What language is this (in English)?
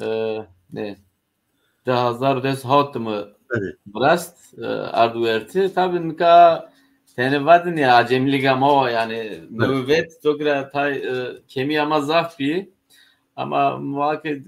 Zaza